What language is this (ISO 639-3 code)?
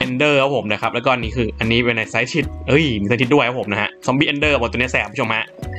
tha